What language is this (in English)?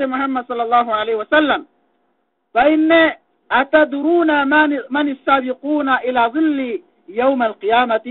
Yakan